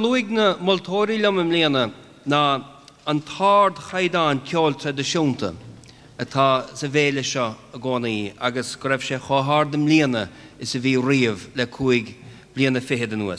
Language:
Irish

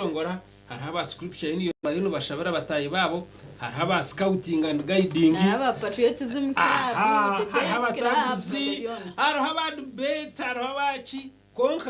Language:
Nyankole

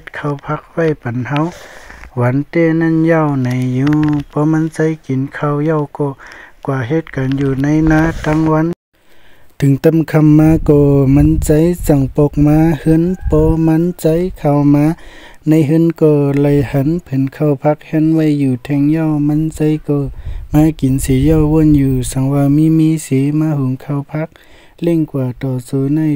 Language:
Shan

